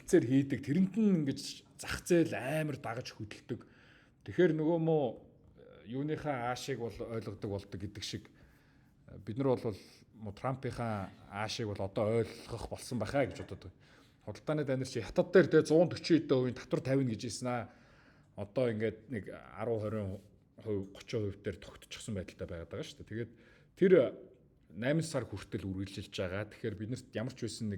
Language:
Mongolian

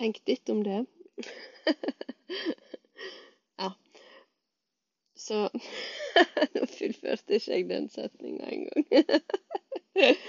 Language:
Norwegian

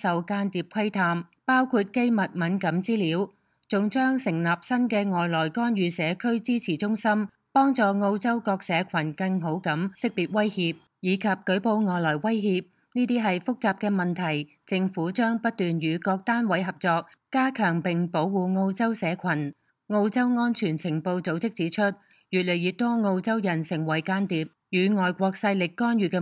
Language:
Cantonese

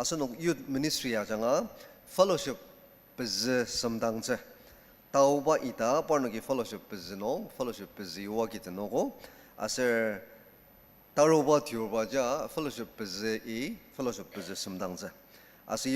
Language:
Ao Naga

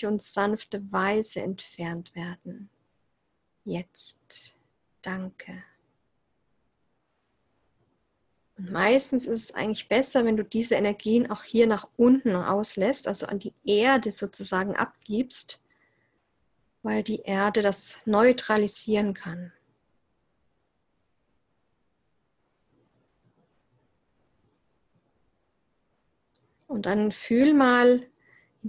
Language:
German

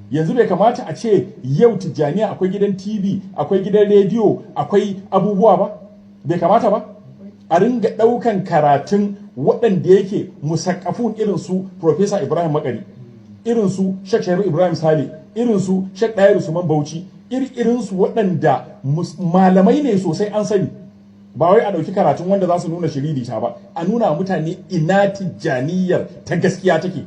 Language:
Hausa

